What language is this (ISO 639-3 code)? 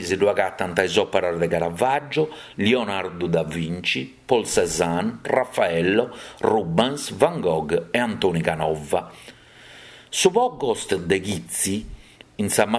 srd